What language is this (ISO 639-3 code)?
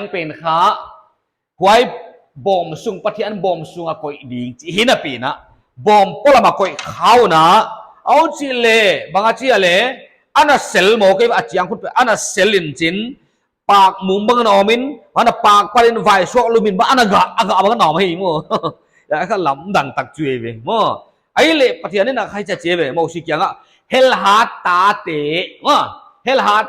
pck